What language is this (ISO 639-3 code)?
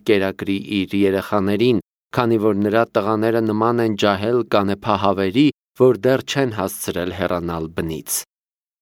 hye